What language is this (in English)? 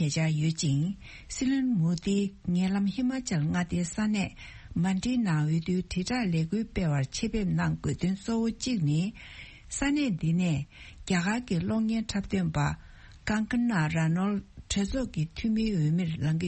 Tibetan